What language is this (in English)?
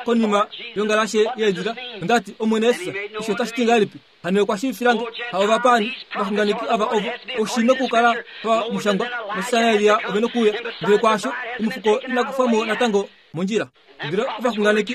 Kuanyama